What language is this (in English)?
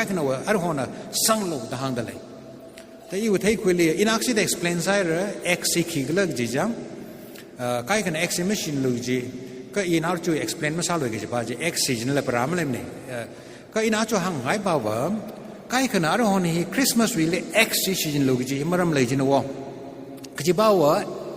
Tangkhul Naga (India)